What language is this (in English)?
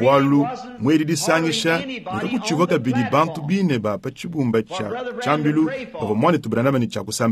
Luba-Lulua